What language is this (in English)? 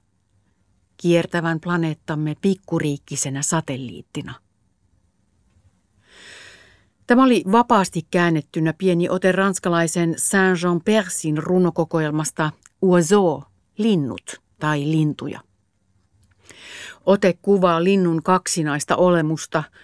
Finnish